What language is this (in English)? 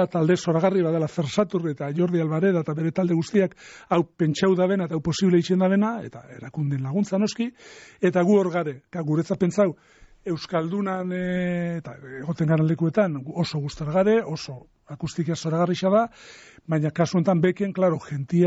Basque